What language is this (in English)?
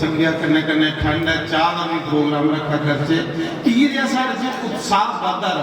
Dogri